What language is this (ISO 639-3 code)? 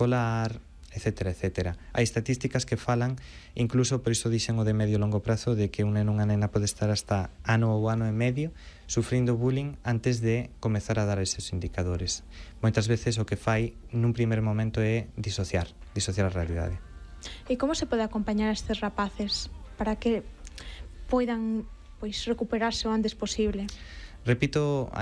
glg